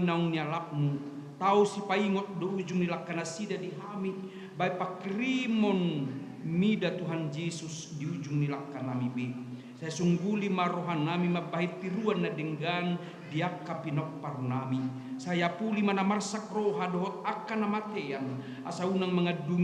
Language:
Batak Toba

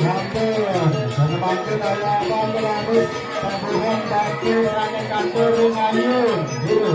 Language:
Balinese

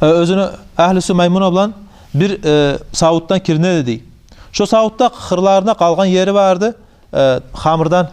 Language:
Kumyk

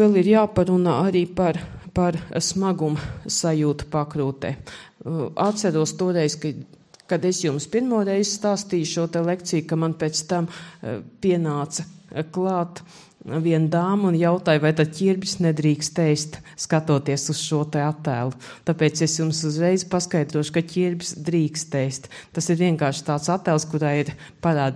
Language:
Latvian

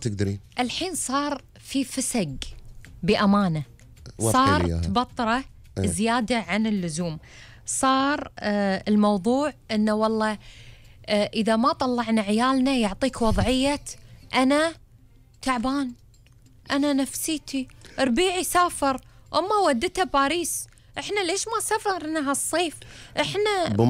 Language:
Gulf Arabic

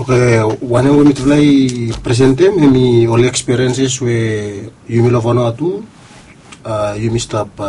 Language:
Bislama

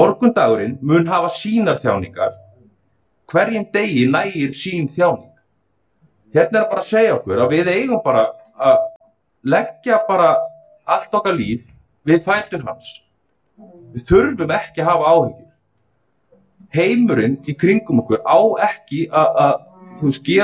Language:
Icelandic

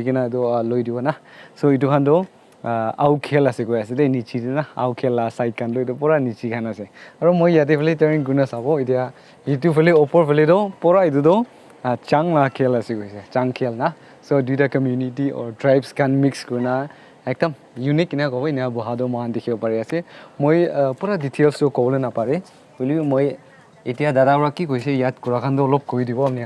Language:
Naga Pidgin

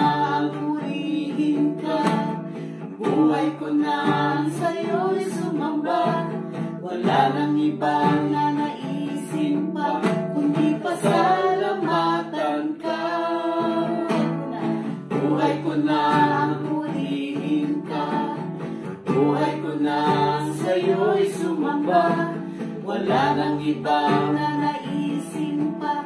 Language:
Filipino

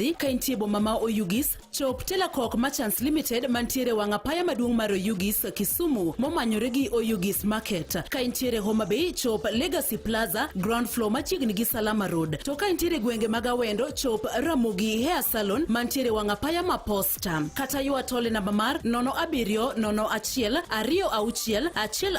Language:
Luo (Kenya and Tanzania)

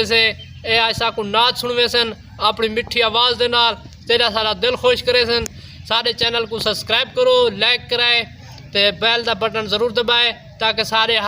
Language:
Saraiki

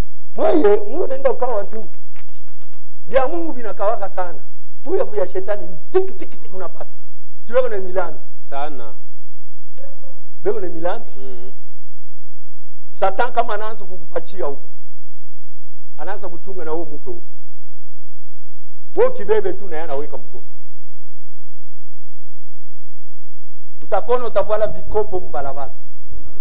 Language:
Swahili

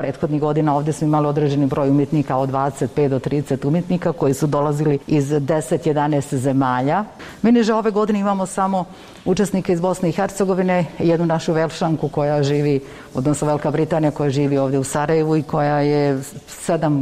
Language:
Bosnian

